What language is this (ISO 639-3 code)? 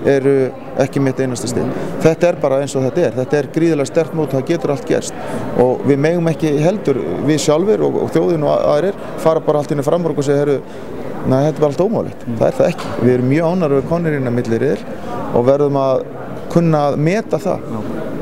isl